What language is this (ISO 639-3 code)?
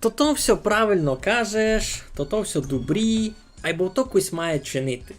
rue